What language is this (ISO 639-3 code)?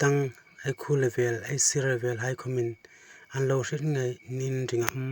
hmr